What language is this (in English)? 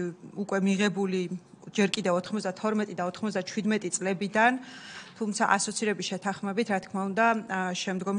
Georgian